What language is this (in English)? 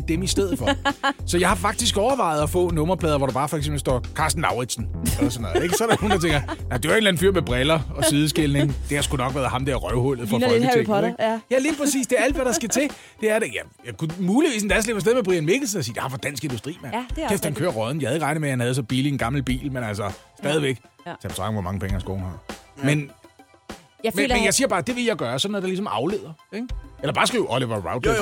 Danish